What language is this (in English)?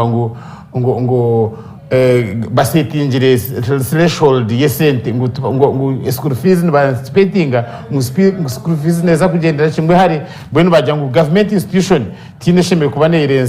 Nyankole